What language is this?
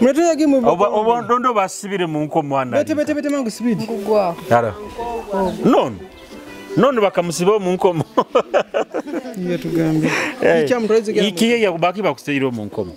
Nyoro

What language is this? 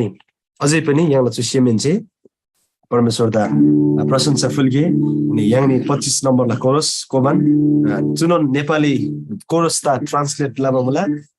Eastern Tamang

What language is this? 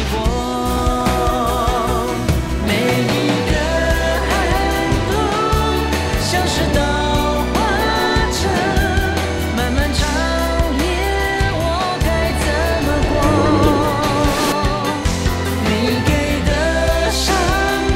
Chinese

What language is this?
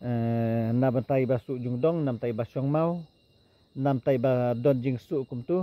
Khasi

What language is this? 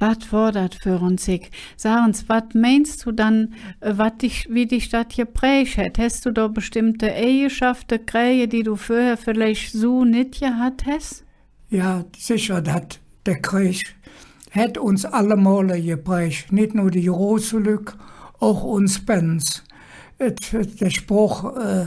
Colognian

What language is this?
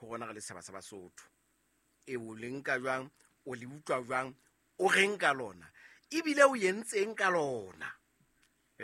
Southern Sotho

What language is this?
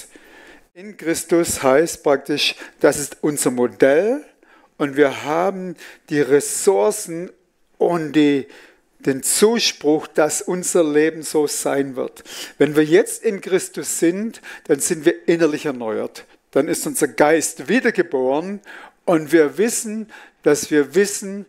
Swiss German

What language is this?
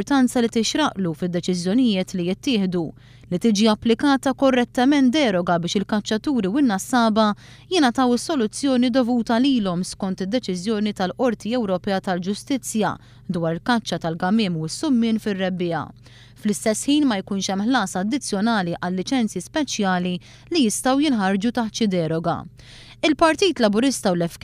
Maltese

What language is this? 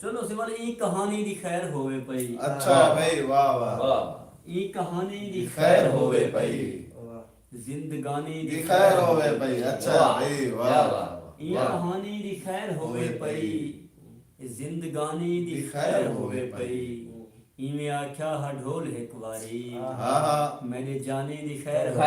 Saraiki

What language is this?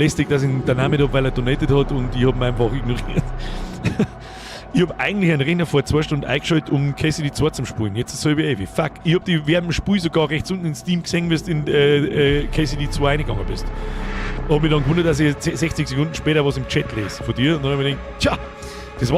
Bavarian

